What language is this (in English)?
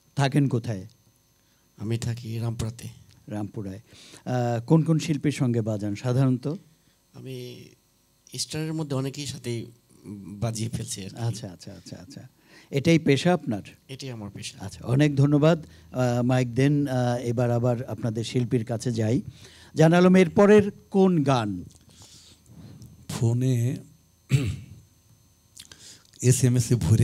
Bangla